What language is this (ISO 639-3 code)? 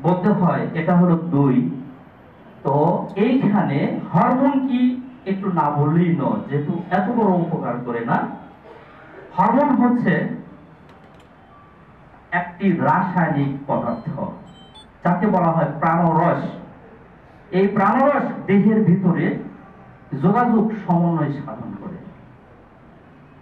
ben